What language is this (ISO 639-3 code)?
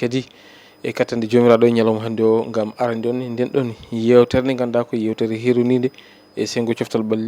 ful